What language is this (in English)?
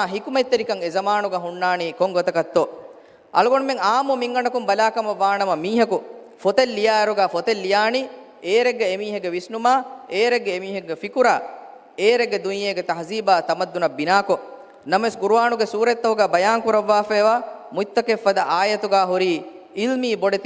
Divehi